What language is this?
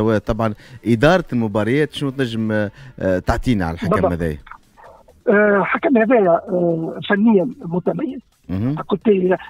Tunisian Arabic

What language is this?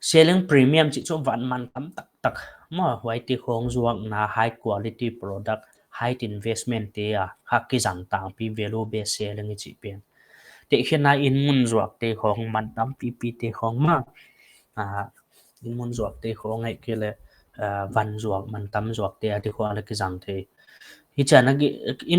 Paite Chin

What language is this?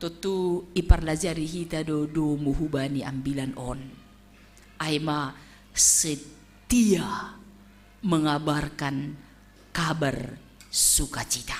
Batak Simalungun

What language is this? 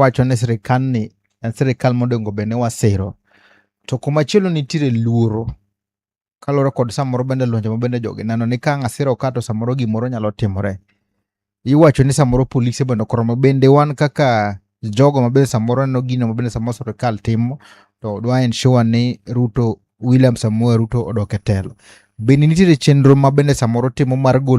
Luo (Kenya and Tanzania)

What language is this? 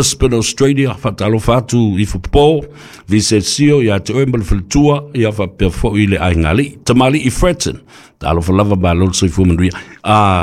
Samoan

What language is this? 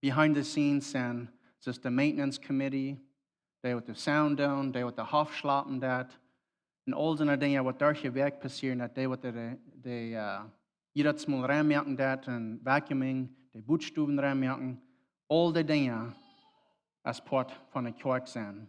Plautdietsch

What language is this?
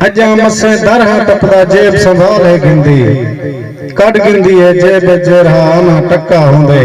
Saraiki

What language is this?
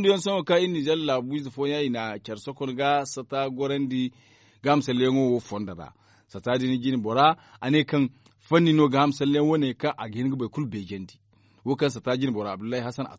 Zarma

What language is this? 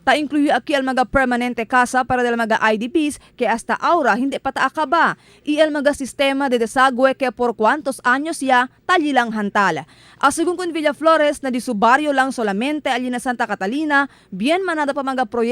Chavacano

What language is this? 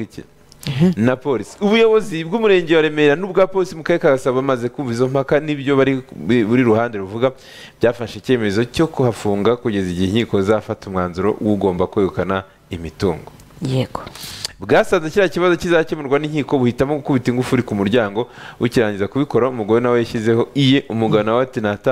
Kinyarwanda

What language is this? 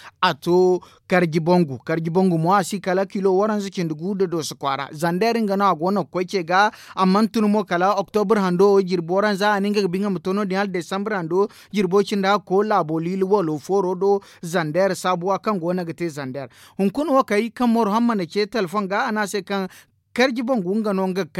Zarma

